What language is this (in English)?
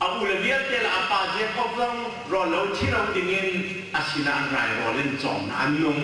Hakha Chin